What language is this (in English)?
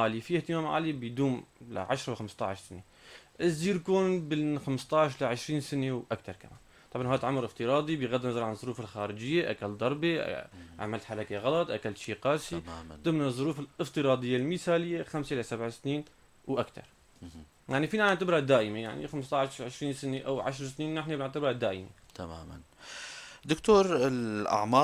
North Levantine Arabic